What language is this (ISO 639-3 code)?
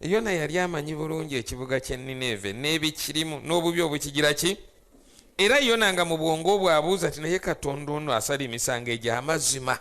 lug